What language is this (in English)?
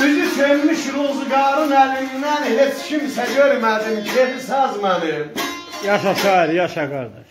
South Azerbaijani